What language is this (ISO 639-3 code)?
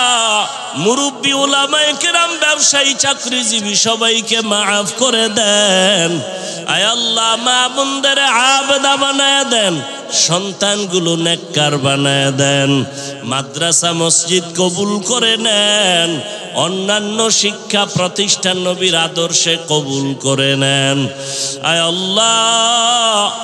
ben